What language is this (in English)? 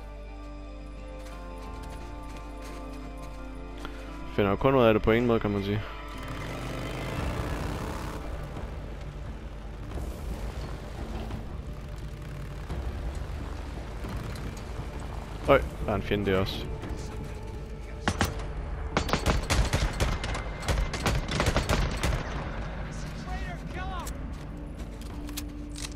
Danish